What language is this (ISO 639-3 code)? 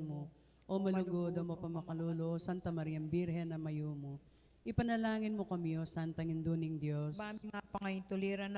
pam